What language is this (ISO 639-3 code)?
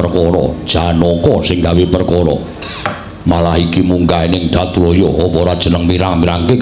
jav